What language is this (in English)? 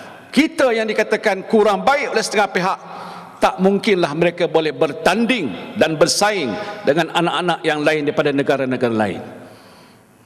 Malay